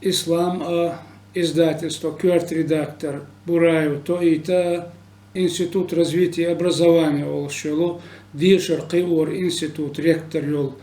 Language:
Chechen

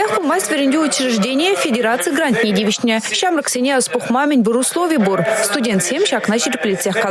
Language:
Chuvash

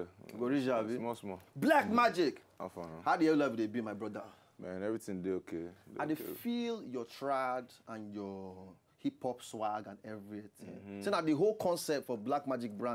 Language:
Nigerian Pidgin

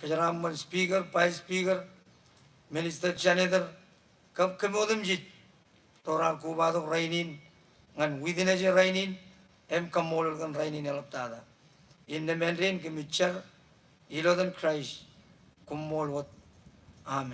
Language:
Marshallese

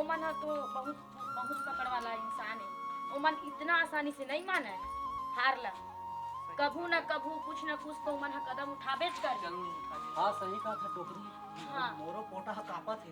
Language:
Chhattisgarhi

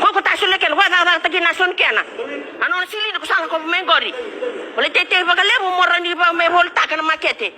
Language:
Fijian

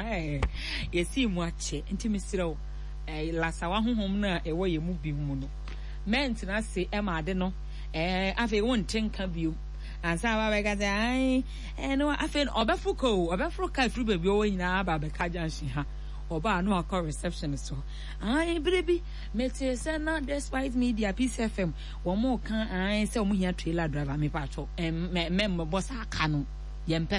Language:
Akan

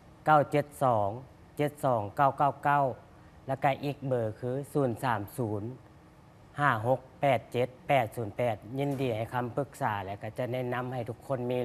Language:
Lao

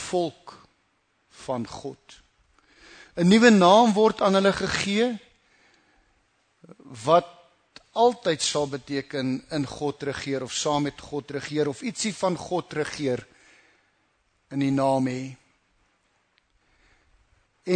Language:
Afrikaans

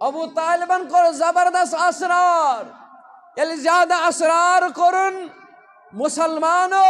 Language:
Kashmiri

